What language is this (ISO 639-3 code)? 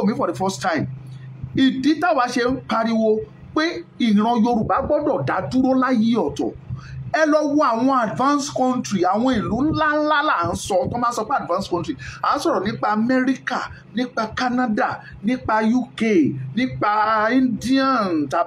yor